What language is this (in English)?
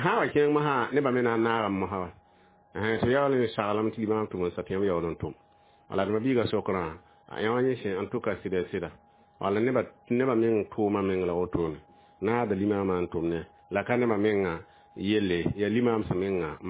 Mossi